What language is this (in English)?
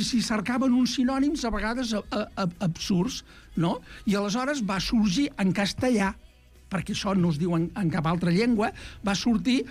Catalan